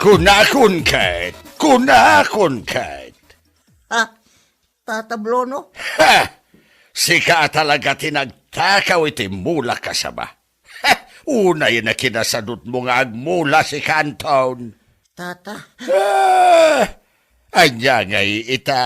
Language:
Iloko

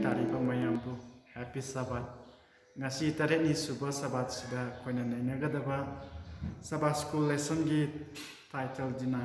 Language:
Manipuri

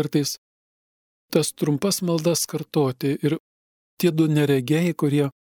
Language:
Lithuanian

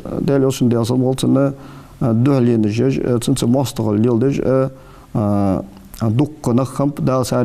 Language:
Ingush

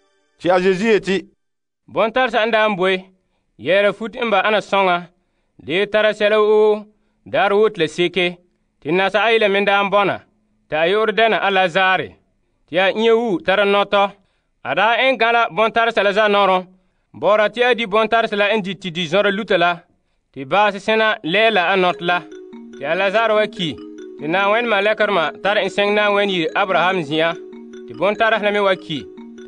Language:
Frafra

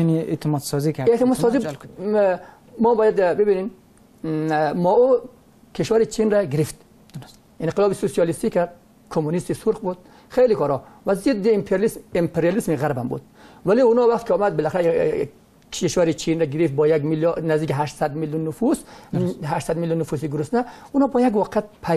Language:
Persian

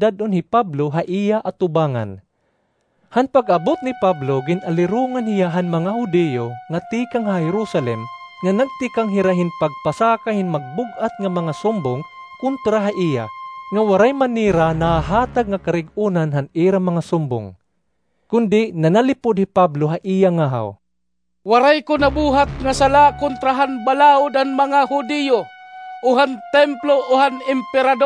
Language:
Waray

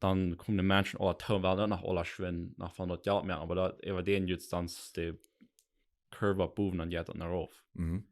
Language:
Plautdietsch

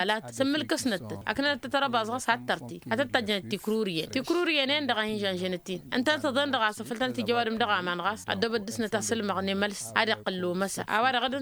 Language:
Tamasheq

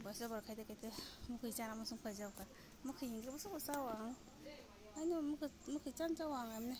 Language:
Kok Borok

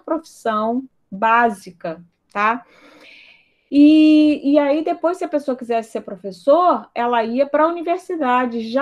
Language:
Portuguese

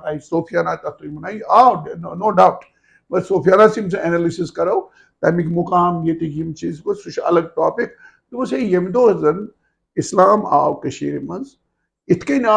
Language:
Kashmiri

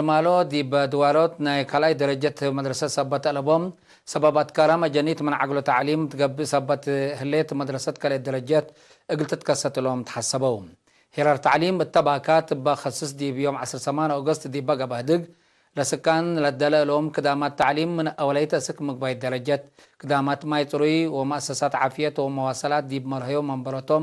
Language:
Tigre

